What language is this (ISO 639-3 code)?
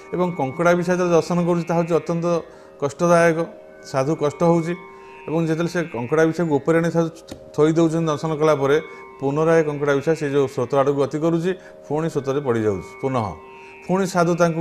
ori